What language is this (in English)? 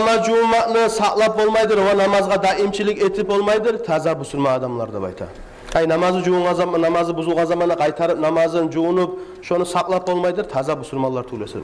Kumyk